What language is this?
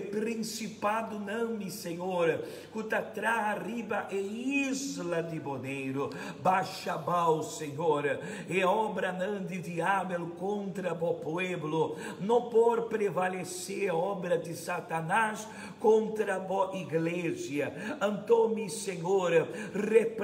Papiamento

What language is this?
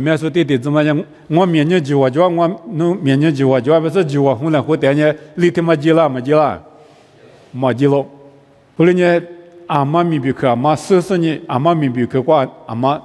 Lisu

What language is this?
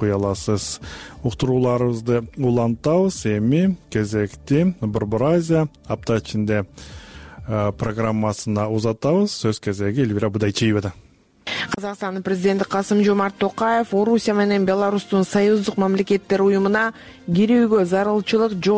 Kyrgyz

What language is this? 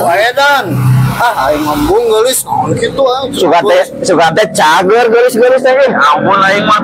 Sundanese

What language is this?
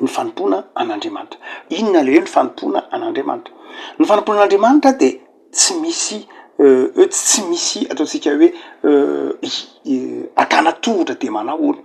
Malagasy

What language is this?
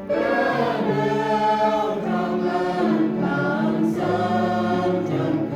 Central Mnong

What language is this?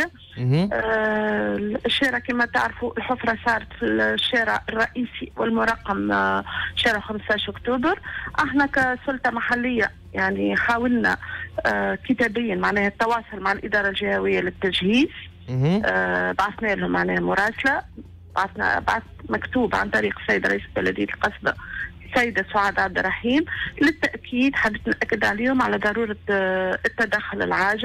Tunisian Arabic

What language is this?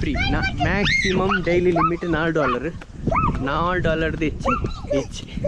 Tulu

